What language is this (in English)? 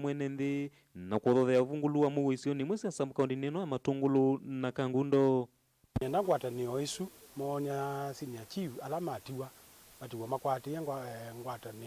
Kamba